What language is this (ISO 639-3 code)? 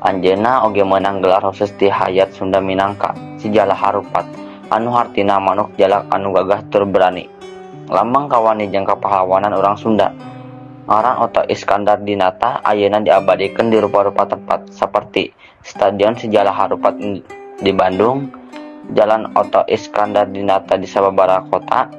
sun